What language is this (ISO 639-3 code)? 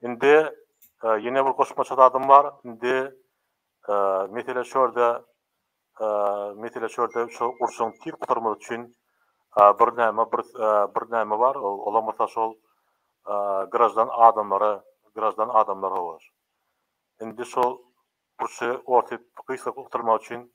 tuk